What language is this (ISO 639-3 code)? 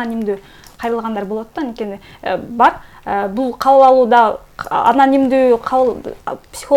kir